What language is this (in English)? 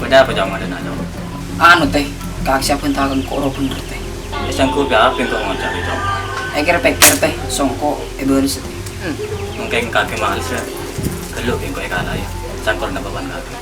Madurese